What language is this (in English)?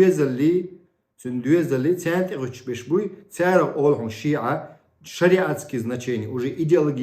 Chechen